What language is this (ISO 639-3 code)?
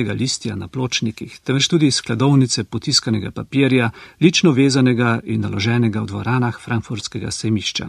slv